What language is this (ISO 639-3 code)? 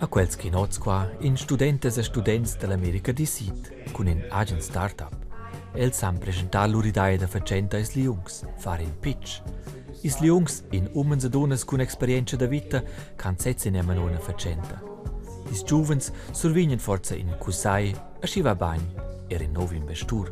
roh